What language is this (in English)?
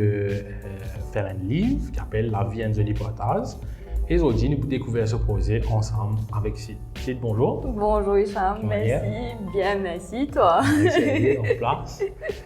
Morisyen